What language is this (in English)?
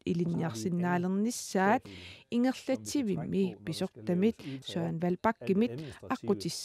Kalaallisut